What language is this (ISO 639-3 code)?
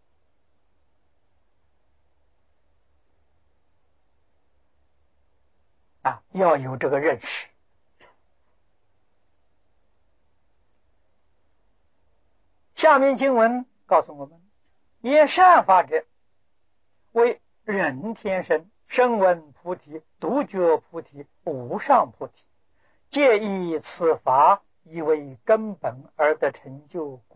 zho